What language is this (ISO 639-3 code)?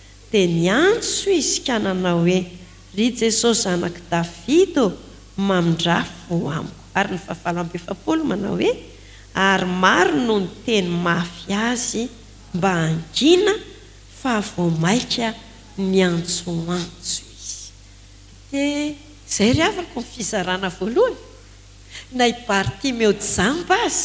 mlg